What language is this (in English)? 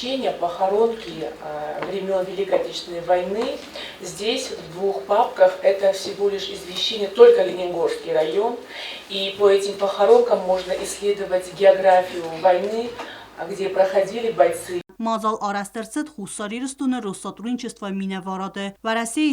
Ossetic